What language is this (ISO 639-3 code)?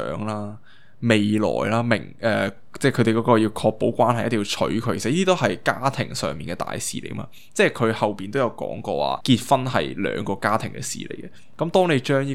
yue